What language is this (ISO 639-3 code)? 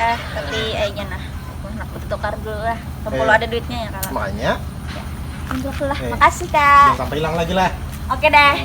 bjn